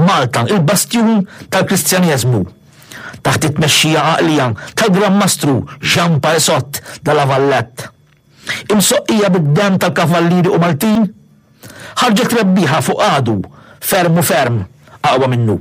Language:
Maltese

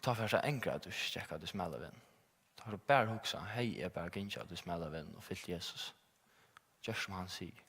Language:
Faroese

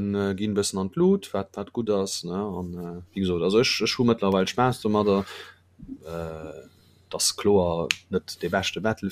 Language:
Luxembourgish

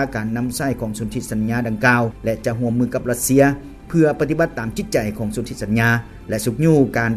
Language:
Lao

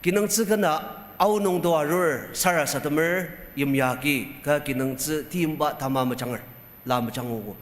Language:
Ao Naga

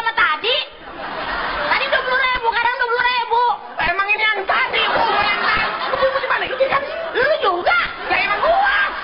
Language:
Betawi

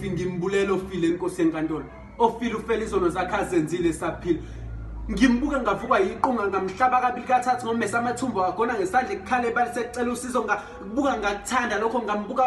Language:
Zulu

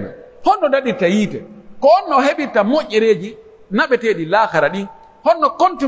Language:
Pular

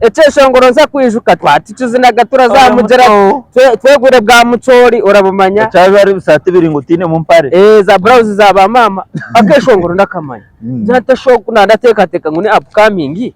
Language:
Nyankole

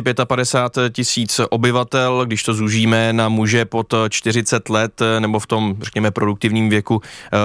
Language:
Czech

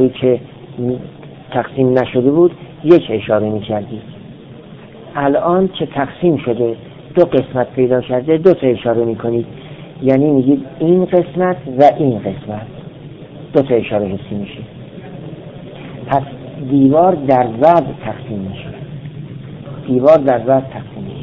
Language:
Persian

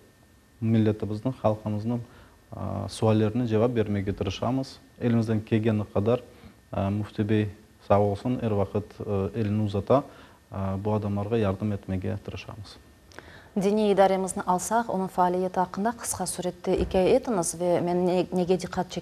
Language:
Crimean Tatar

